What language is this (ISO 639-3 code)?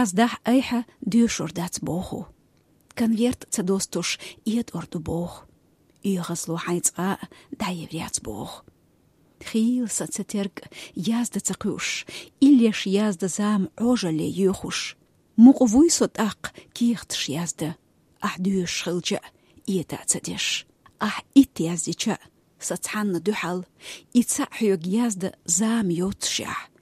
che